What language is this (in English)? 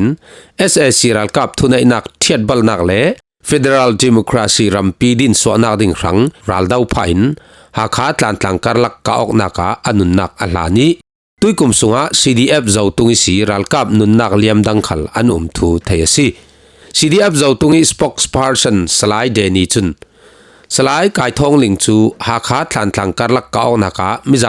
Falam Chin